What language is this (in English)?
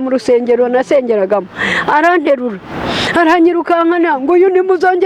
Kinyarwanda